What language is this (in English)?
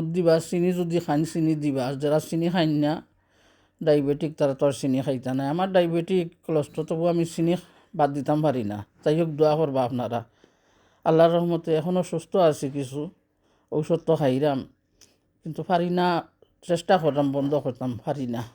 Sylheti